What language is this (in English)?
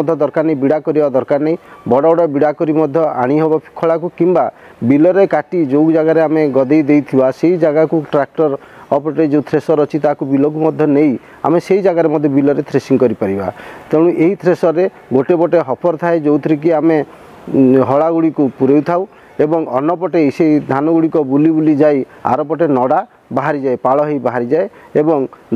Odia